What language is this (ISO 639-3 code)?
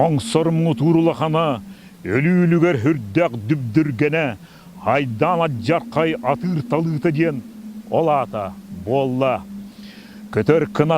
sah